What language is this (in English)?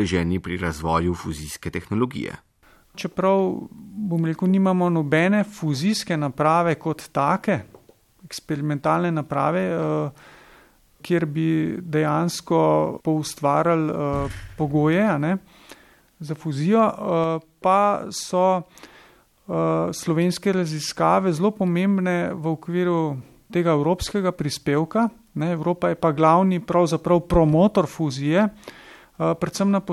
Slovenian